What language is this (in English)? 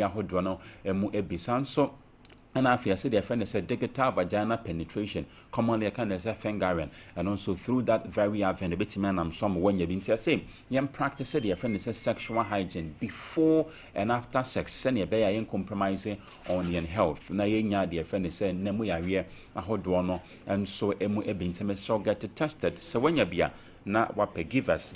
Akan